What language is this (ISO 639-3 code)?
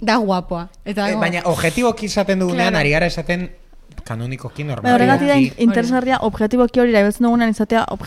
eus